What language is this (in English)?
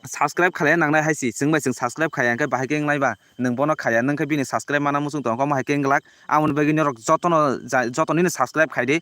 Kok Borok